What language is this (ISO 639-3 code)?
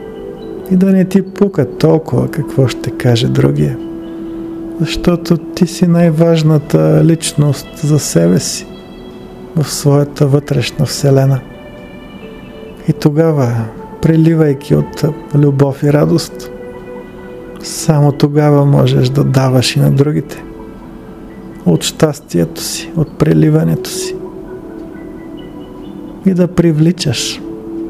bul